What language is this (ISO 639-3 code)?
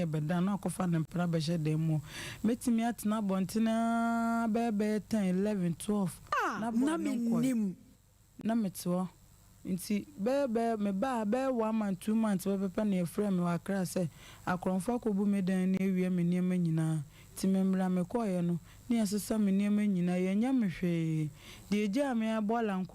aka